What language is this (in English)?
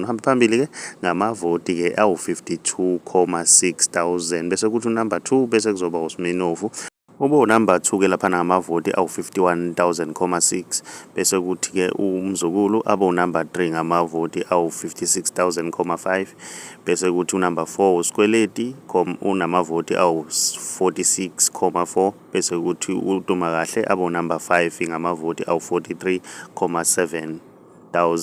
Zulu